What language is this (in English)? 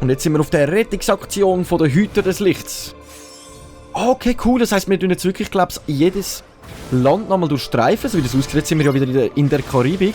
Swiss German